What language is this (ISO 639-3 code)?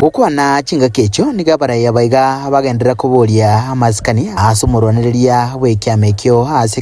guz